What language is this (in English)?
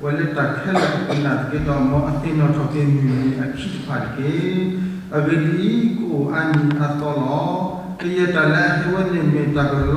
S'gaw Karen